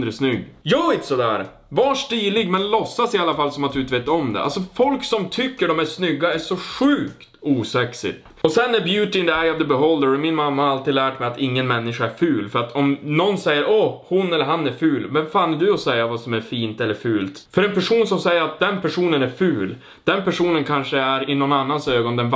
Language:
Swedish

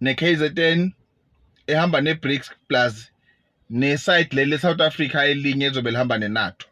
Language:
Zulu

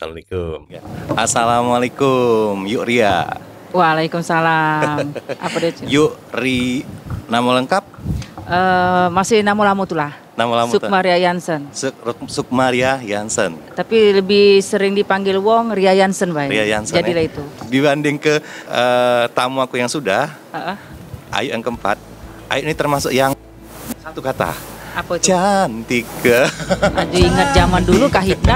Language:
Musi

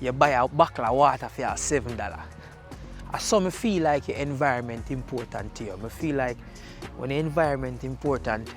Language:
Jamaican Creole English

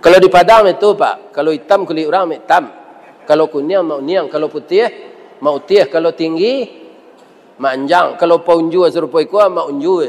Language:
Minangkabau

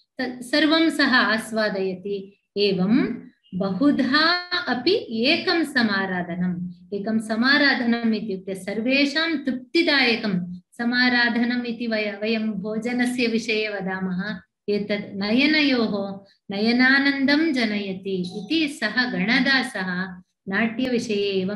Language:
Sanskrit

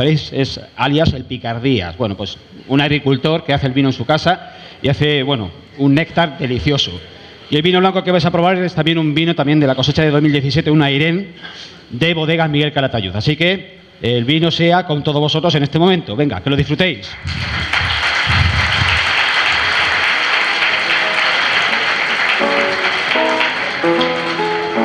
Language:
Spanish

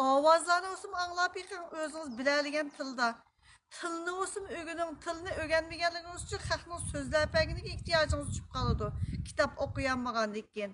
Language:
Uyghur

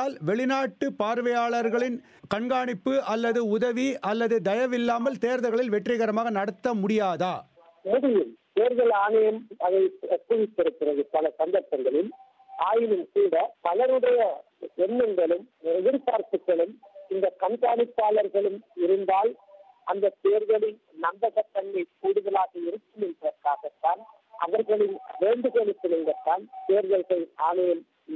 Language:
Tamil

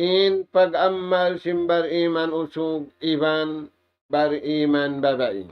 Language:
Tausug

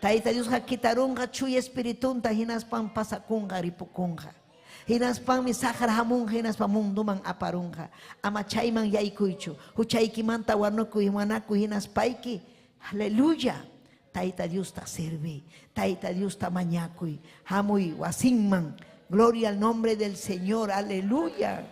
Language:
Ayacucho Quechua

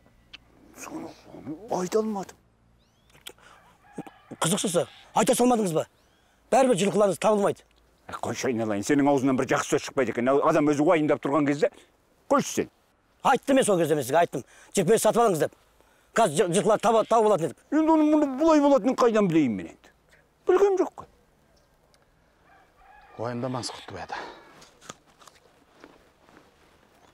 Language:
Kazakh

